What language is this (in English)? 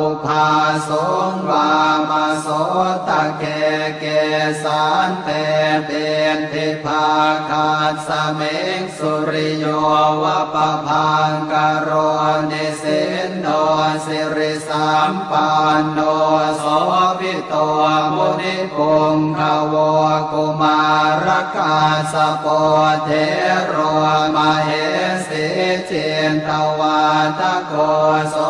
Pali